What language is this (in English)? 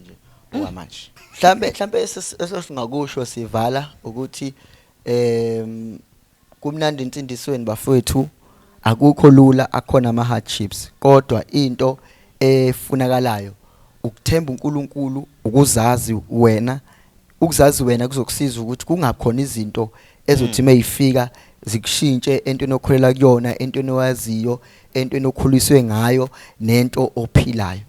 Zulu